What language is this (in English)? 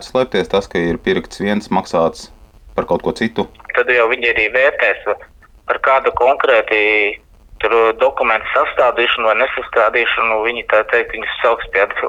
Latvian